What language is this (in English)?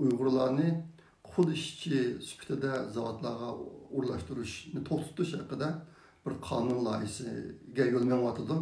Uyghur